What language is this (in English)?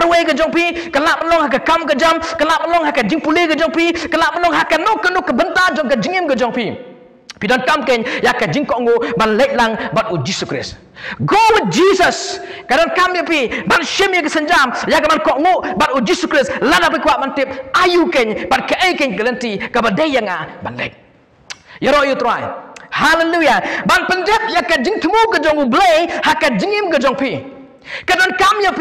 Khasi